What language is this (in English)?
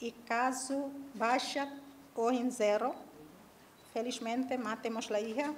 Tetum